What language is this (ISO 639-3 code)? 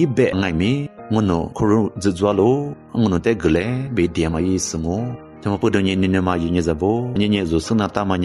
lis